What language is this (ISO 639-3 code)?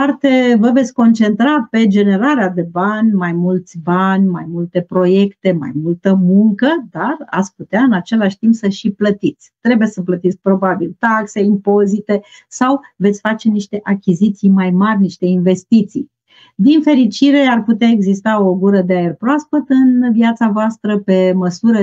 ron